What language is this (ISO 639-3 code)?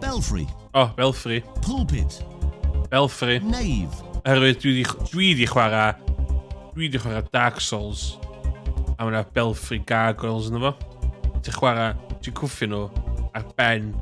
cym